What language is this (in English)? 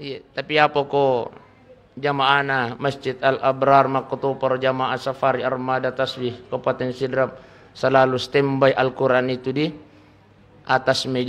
Buginese